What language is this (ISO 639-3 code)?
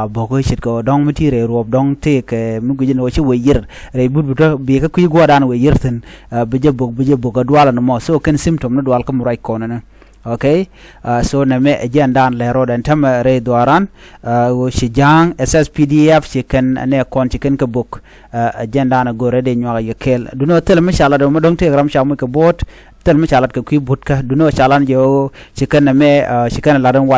nus